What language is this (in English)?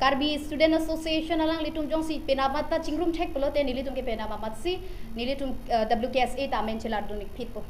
Karbi